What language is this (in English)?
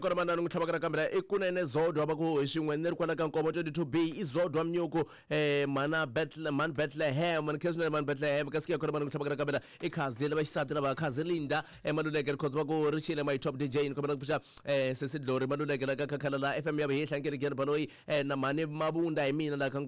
Tsonga